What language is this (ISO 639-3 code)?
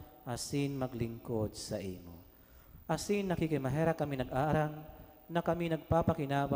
bik